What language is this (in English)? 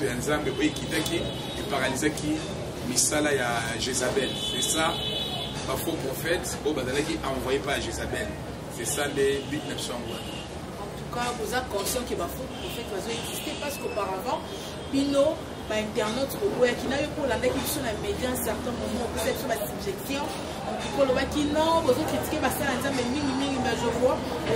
Lingala